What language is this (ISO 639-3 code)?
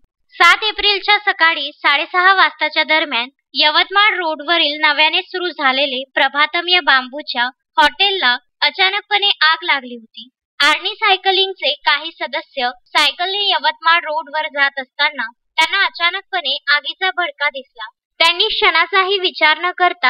mar